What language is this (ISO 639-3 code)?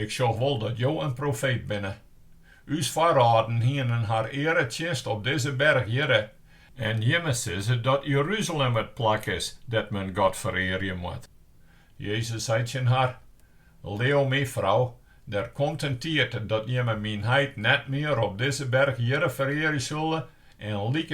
fry